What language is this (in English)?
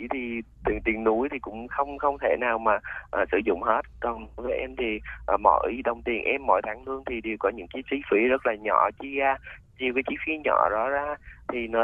Vietnamese